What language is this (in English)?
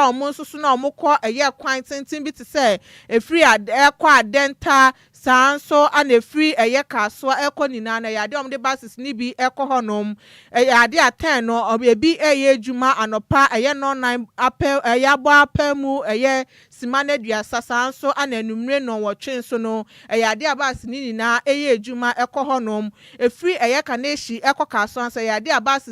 Akan